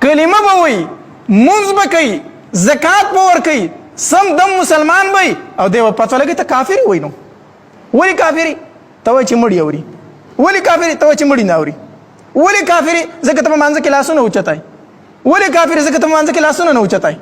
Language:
Pashto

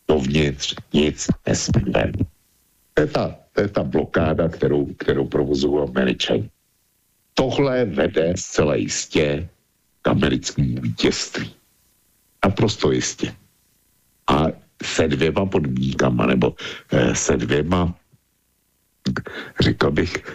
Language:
Czech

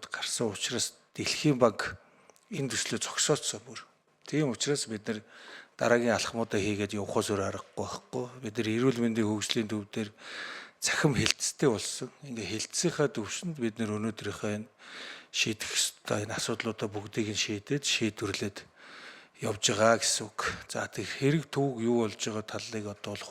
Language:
Mongolian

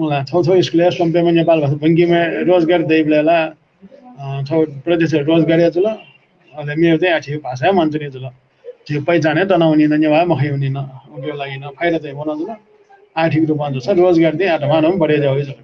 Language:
Newari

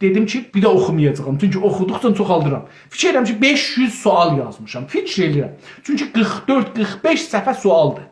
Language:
South Azerbaijani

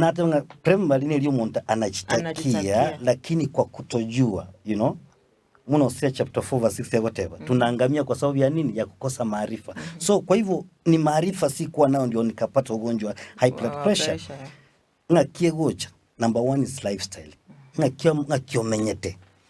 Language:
Gusii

